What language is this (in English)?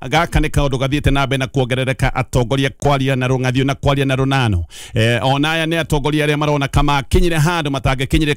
Kikuyu